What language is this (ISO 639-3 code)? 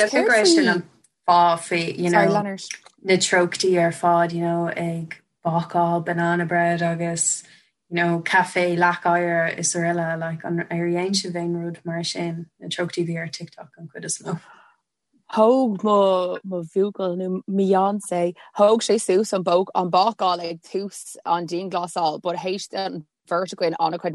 gle